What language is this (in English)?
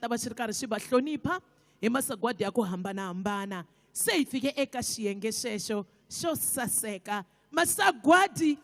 Tsonga